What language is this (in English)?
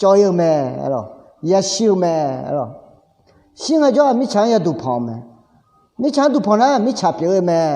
Akha